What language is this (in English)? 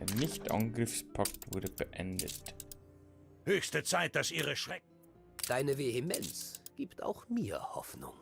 Bavarian